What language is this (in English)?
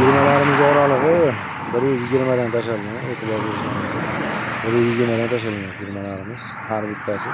Uzbek